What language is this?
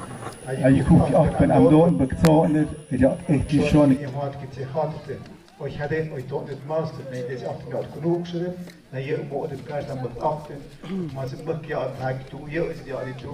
Tlahuitoltepec Mixe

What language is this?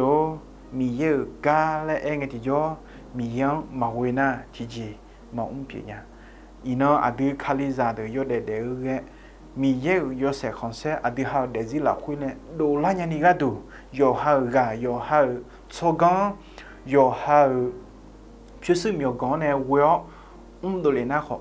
Akha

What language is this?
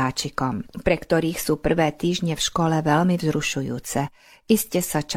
Slovak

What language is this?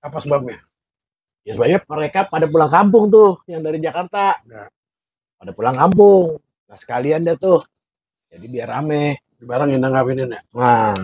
Betawi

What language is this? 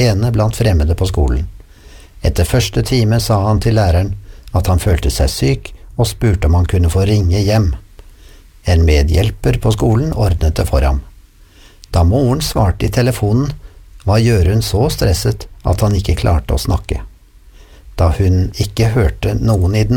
Norwegian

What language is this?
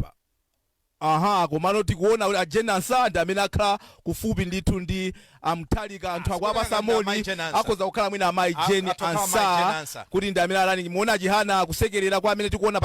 Nyanja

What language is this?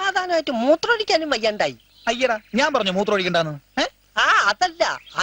Malayalam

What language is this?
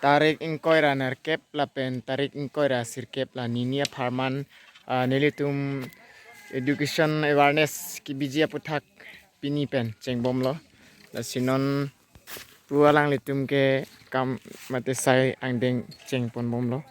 Karbi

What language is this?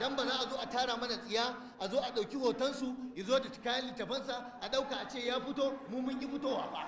Hausa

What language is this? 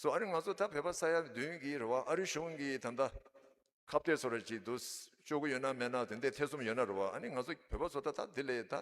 Tibetan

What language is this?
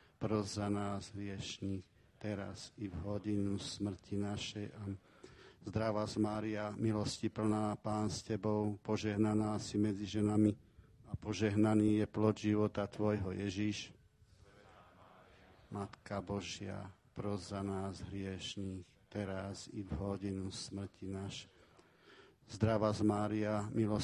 Slovak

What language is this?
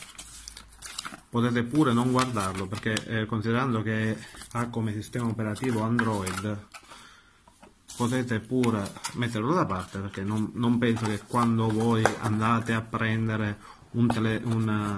Italian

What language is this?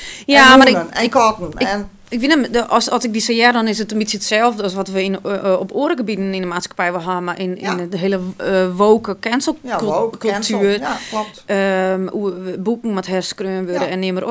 Western Frisian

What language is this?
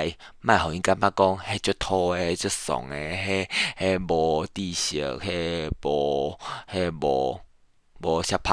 Min Nan Chinese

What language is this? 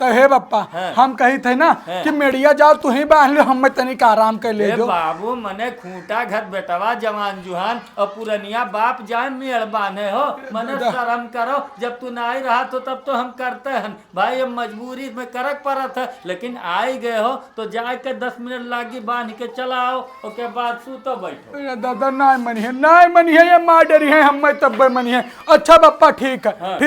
Awadhi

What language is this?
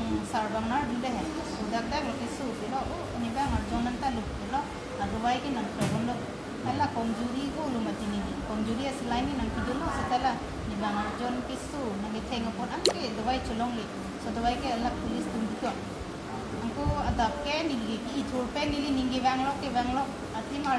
Karbi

